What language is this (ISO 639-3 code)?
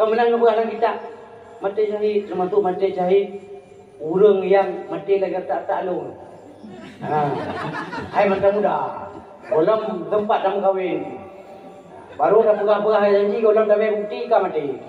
ace